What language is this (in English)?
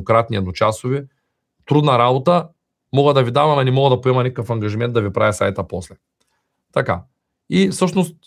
Bulgarian